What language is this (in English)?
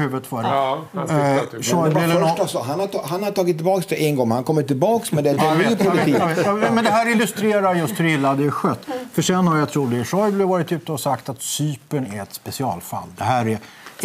Swedish